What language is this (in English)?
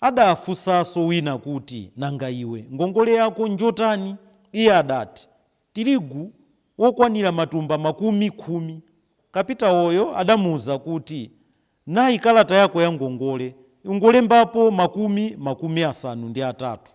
Nyanja